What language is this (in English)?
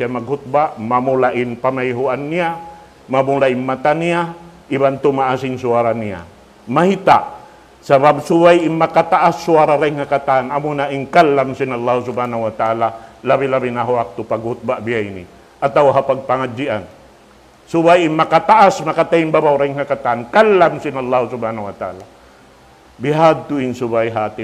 Tausug